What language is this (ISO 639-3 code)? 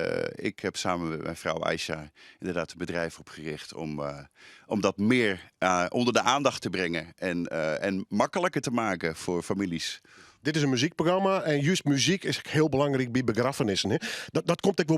fry